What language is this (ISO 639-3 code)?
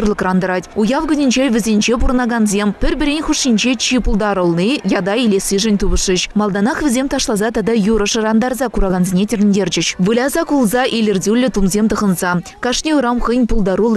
chv